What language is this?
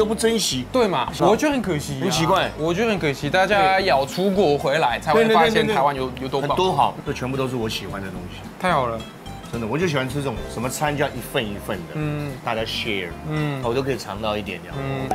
Chinese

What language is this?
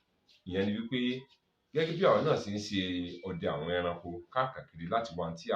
Yoruba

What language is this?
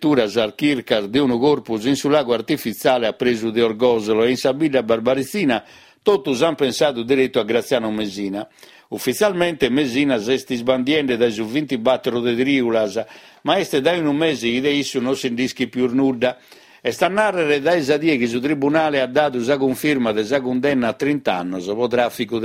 Sardinian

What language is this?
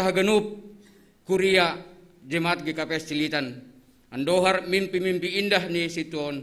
Batak Simalungun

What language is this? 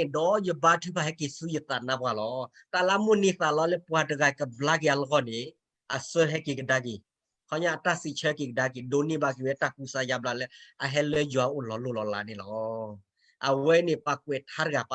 S'gaw Karen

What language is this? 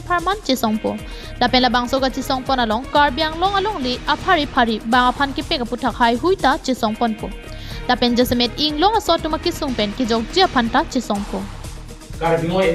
Karbi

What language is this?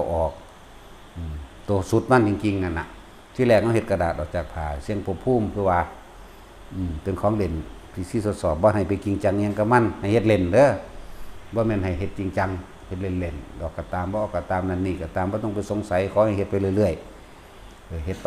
Northeastern Thai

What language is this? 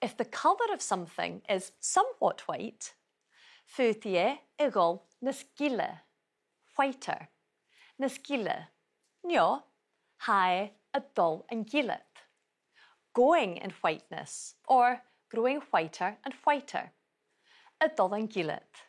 Scottish Gaelic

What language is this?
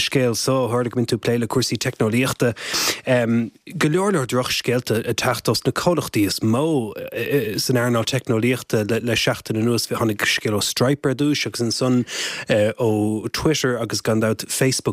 Irish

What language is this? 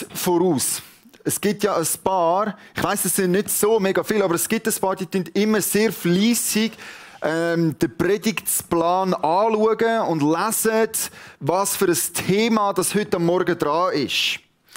Swiss German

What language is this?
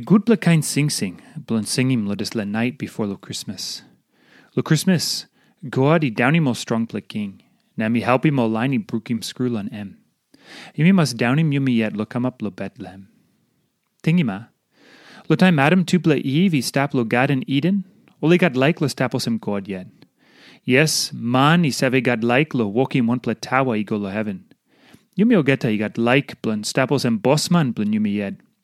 Tok Pisin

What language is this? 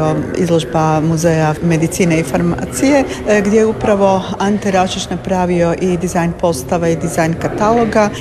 Croatian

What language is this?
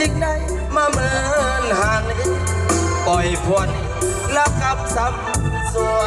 Northeastern Thai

